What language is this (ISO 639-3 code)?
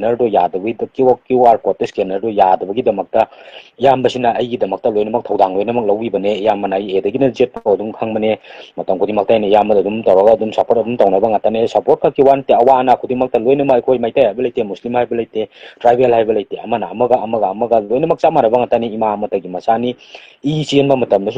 mni